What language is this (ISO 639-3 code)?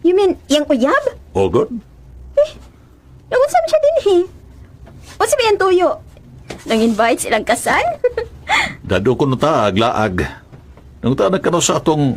ceb